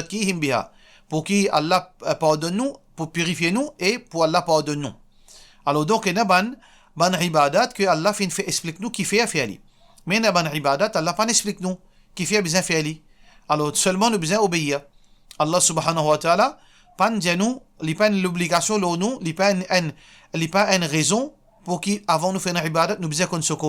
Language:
Morisyen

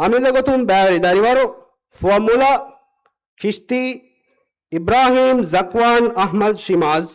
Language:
Divehi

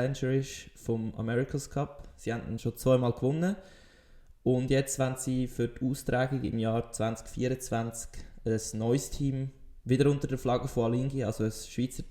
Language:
Swiss German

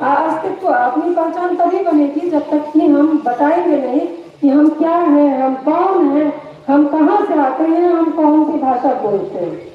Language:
Magahi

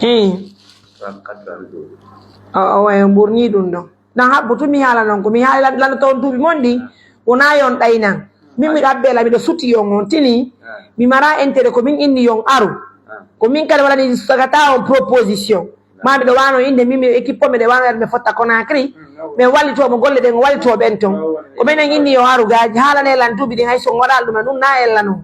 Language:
Pular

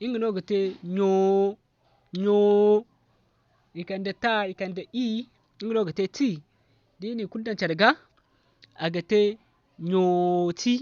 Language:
Zarma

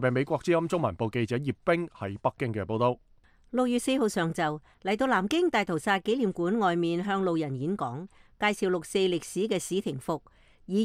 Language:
Cantonese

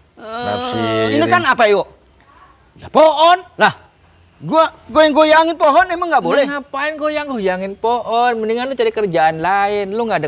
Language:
Betawi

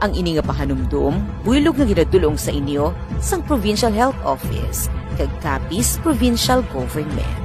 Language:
Hiligaynon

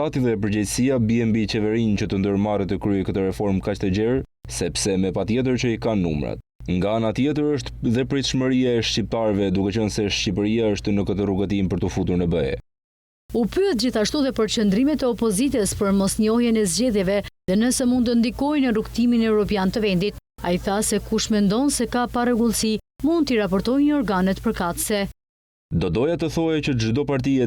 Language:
Albanian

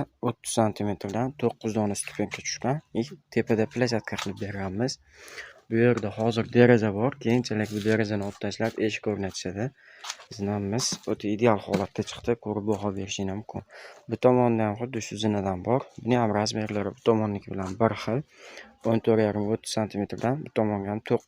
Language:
Uzbek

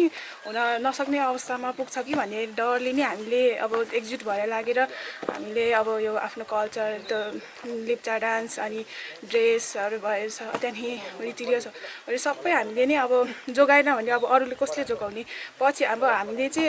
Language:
Nepali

